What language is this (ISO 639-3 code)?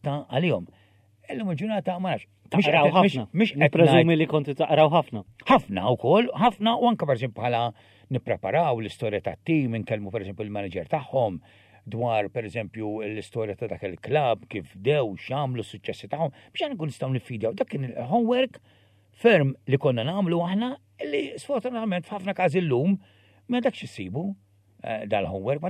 mlt